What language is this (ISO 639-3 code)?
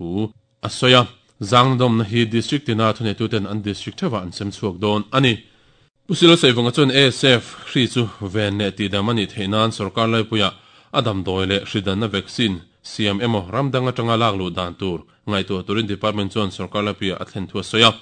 lus